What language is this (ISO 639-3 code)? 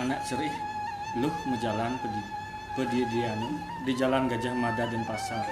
ban